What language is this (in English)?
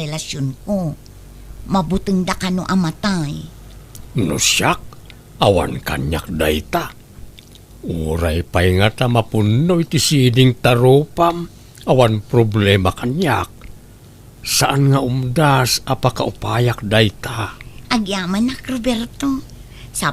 Iloko